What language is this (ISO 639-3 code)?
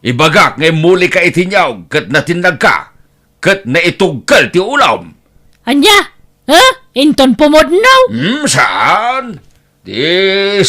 ilo